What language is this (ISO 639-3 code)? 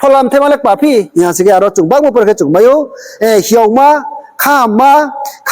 ria